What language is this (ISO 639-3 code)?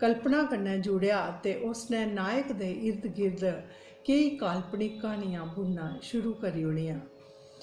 doi